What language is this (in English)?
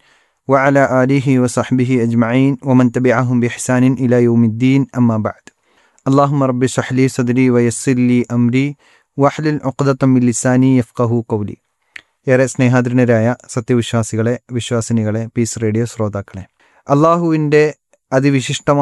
Malayalam